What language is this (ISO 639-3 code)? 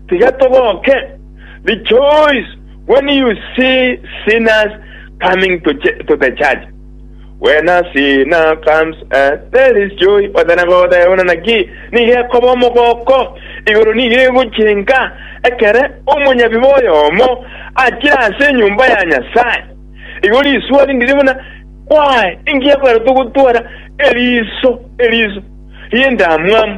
guz